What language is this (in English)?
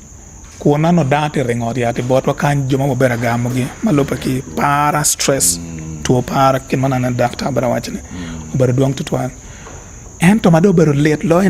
Acoli